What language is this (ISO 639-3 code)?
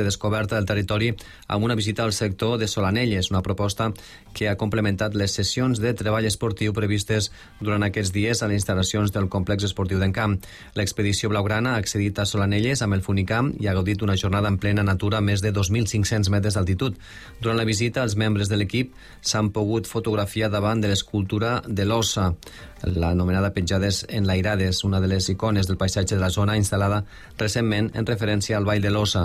cat